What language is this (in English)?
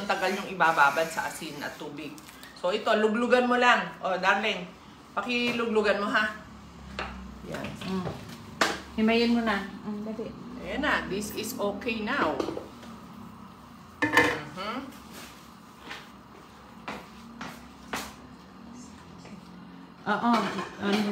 Filipino